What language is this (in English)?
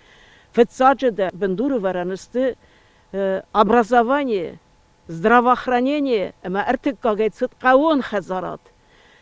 Ossetic